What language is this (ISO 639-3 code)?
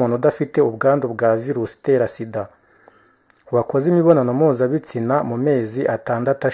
kin